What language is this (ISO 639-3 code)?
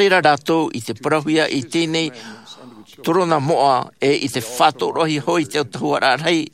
tah